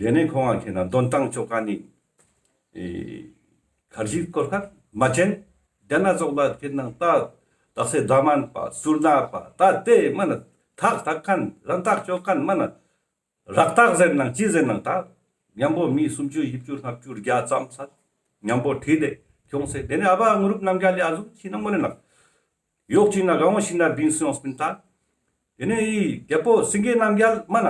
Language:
Ladakhi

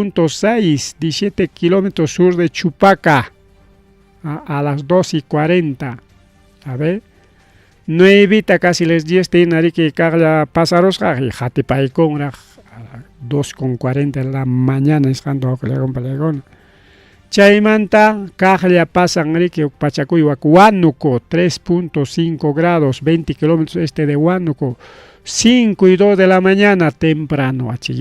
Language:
Ayacucho Quechua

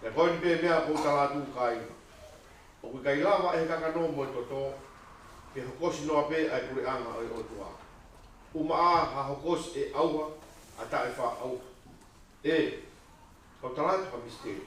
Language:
Tongan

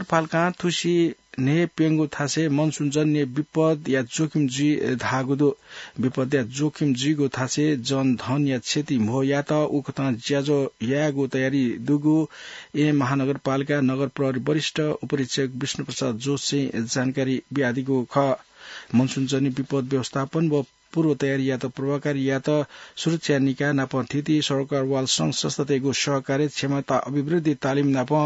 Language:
Newari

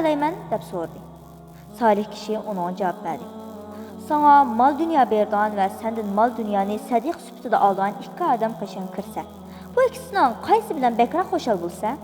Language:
Uyghur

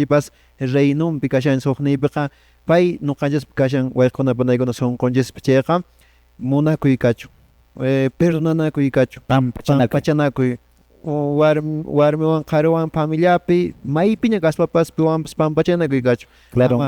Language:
Quechua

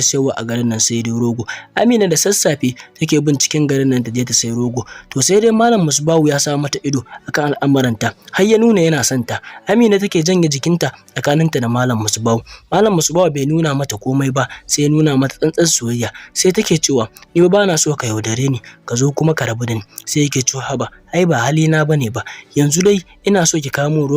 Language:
Hausa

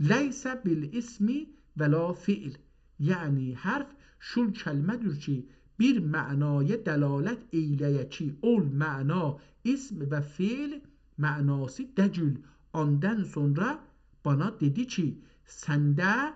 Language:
South Azerbaijani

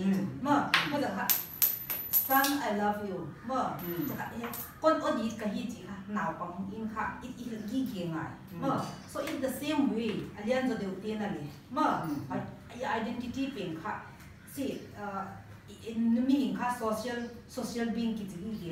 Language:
Paite Chin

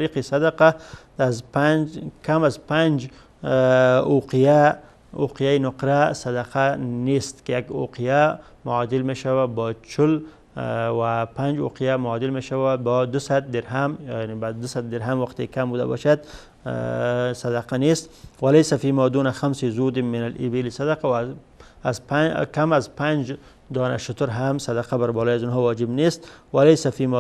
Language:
Persian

